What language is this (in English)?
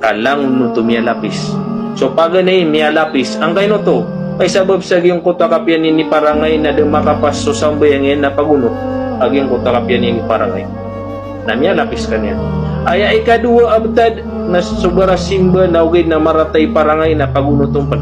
Maranao